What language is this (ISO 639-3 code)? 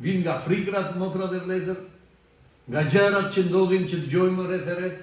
sqi